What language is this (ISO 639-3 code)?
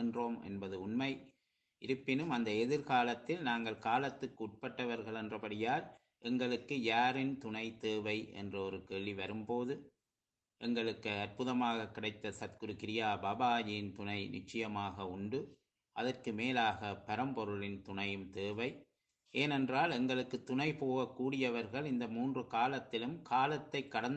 tam